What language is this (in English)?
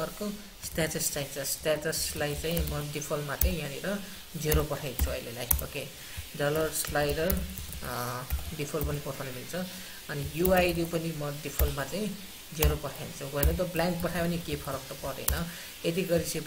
Nepali